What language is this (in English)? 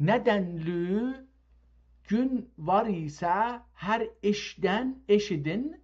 South Azerbaijani